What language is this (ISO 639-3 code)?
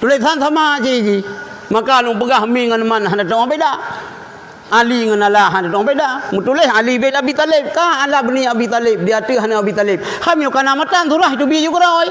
ace